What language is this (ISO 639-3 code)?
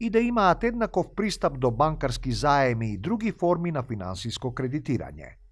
mkd